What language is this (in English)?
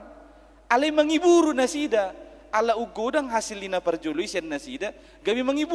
Batak Toba